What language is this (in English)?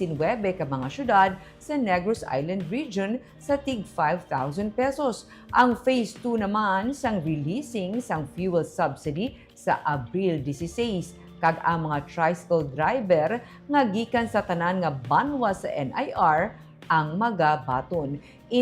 Hiligaynon